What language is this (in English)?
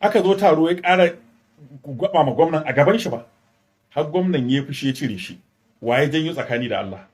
Hausa